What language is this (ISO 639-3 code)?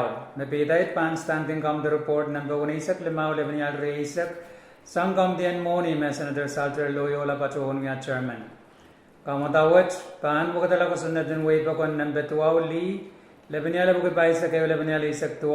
pon